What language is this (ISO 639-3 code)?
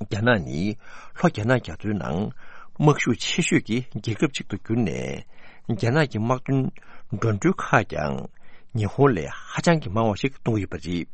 bod